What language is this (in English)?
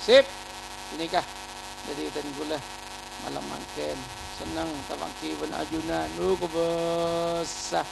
Madurese